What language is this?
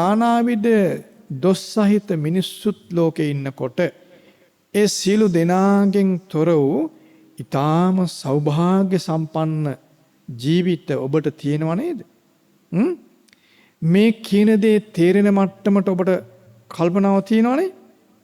Sinhala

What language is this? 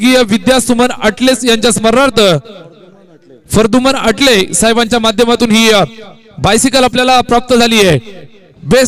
Marathi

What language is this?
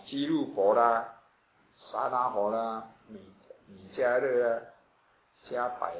Chinese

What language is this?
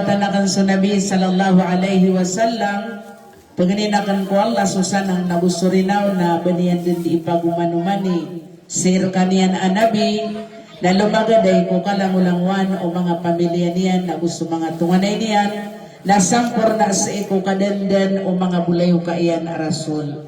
Maranao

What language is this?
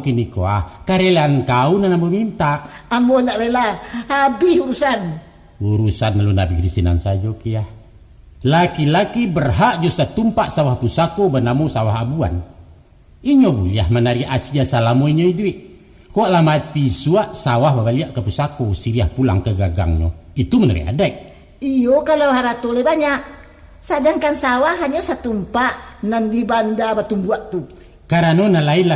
Minangkabau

